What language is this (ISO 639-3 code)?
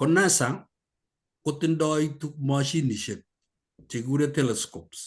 kln